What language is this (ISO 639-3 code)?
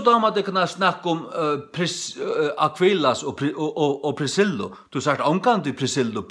fao